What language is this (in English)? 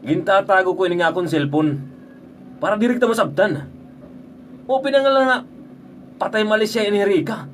Waray